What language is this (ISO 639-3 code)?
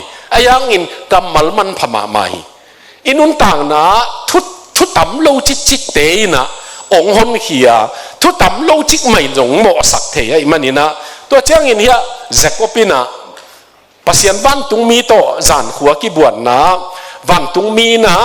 ctd